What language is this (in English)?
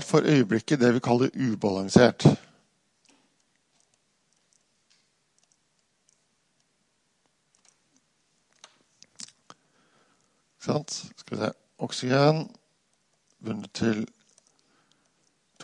Norwegian